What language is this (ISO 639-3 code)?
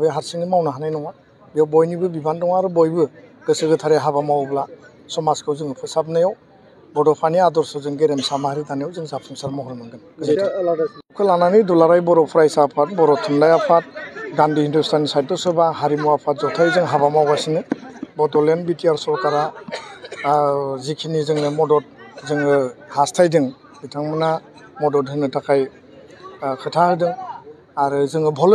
brx